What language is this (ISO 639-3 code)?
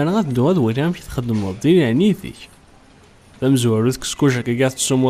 kab